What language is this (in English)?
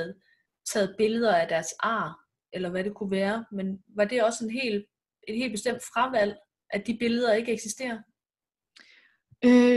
Danish